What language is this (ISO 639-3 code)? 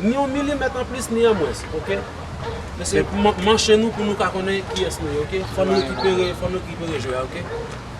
hat